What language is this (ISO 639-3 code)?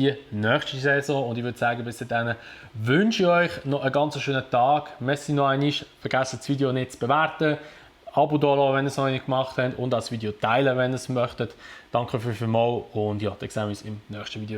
gsw